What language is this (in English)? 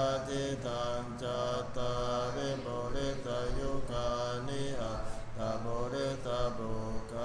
Pali